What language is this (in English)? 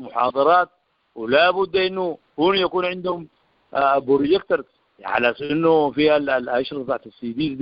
Sudanese Arabic